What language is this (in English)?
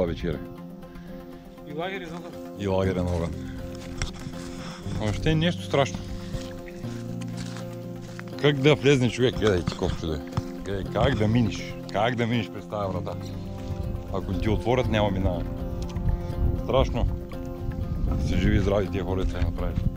Bulgarian